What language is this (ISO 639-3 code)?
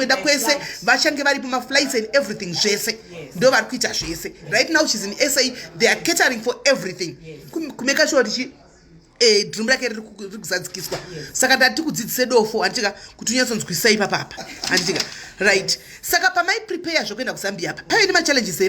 sna